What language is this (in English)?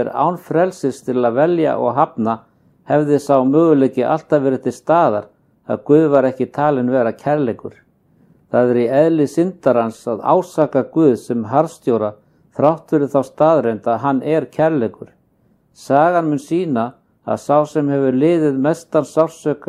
Icelandic